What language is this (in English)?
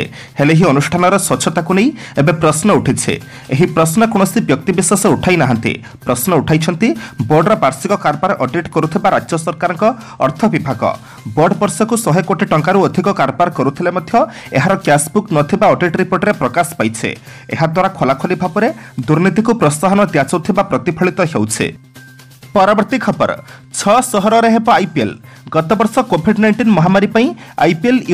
Odia